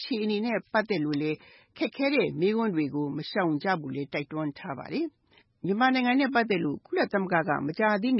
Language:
Burmese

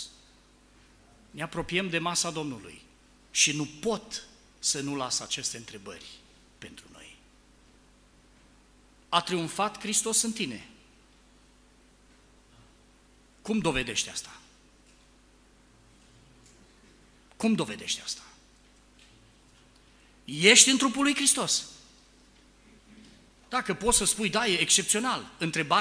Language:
Romanian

